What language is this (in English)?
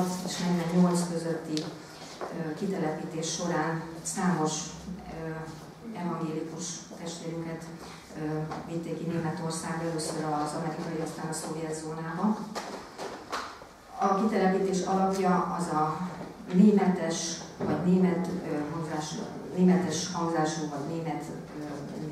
Hungarian